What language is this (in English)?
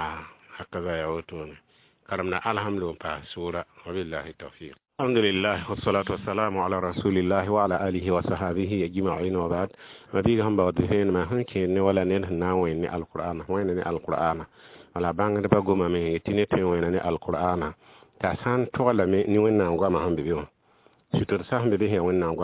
Mossi